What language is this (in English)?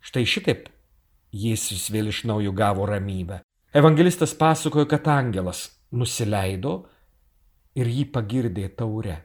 Lithuanian